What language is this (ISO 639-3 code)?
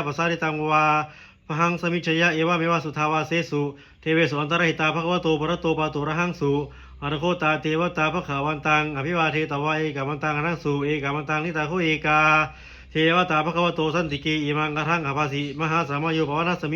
pli